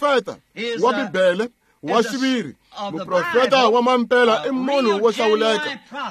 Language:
Tsonga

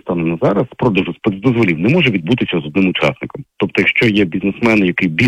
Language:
Ukrainian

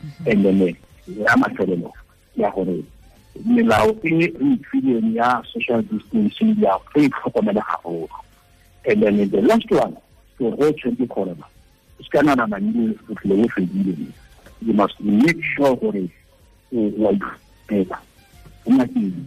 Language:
Tswana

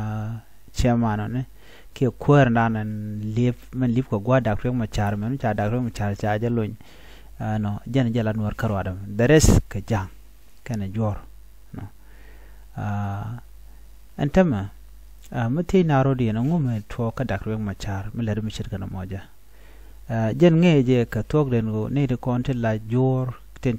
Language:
Nuer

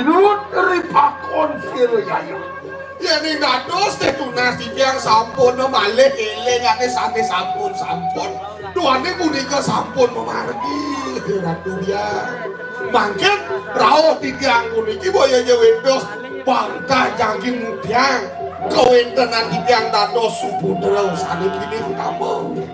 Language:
Balinese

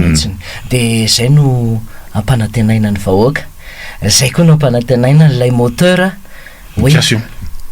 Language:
Malagasy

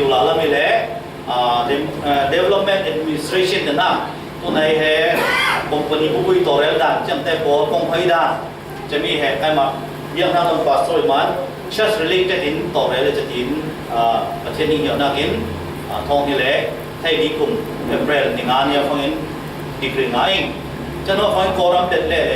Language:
Falam Chin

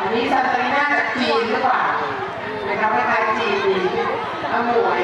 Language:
Hmong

